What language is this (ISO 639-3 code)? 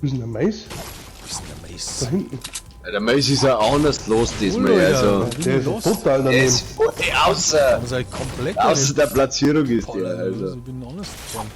bar